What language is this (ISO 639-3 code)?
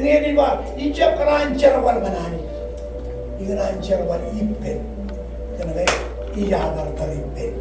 mah